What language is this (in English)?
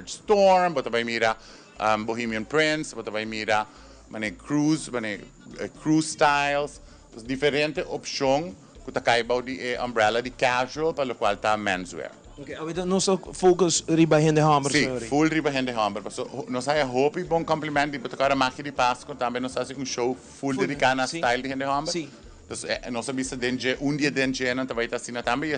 Papiamento